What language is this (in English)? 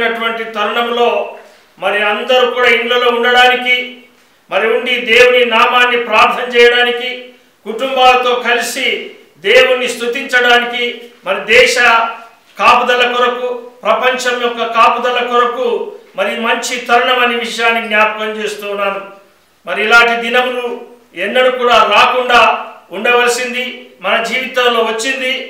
Telugu